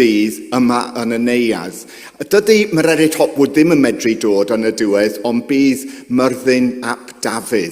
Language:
Welsh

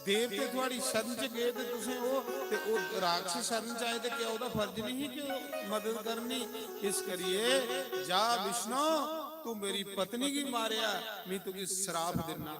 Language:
Dogri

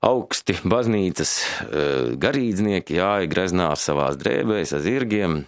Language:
Latvian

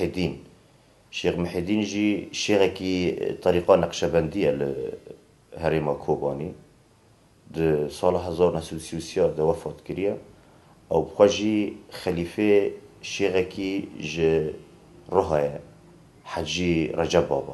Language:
Kurdish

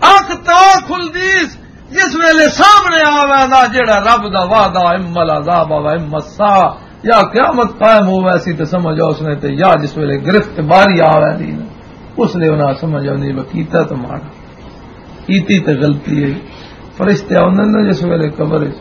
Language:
Western Panjabi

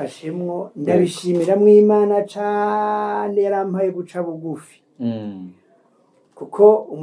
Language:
Rundi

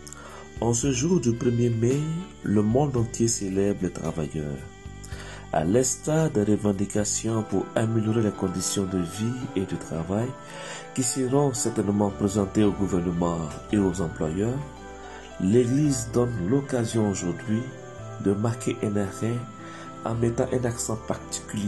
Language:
French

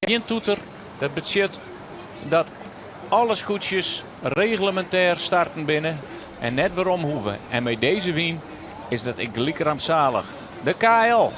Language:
Western Frisian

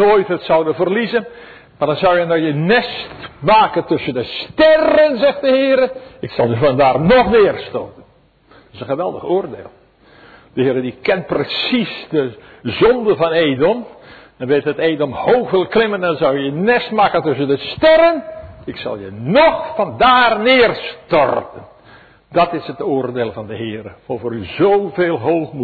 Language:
Dutch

